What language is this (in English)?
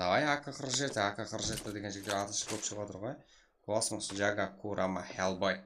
Kara-Kalpak